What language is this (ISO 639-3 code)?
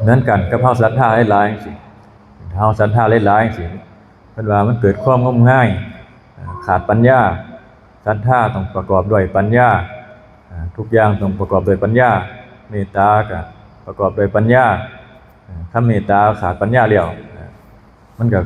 tts